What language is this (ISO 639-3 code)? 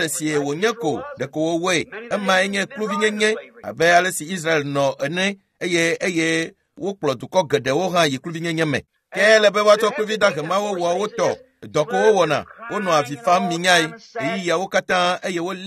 ewe